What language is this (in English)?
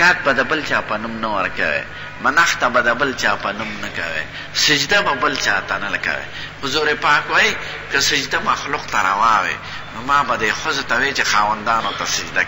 Pashto